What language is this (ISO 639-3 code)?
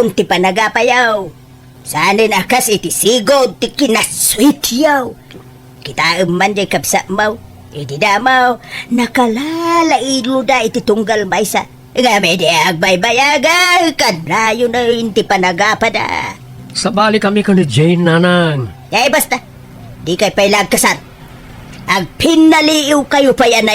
ilo